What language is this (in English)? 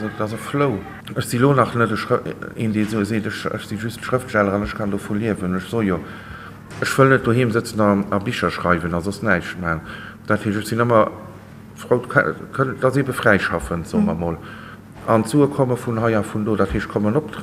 Luxembourgish